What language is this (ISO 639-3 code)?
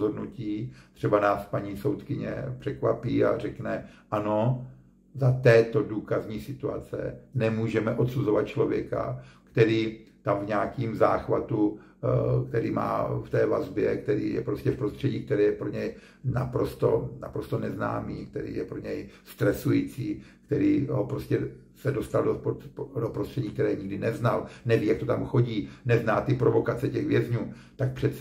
ces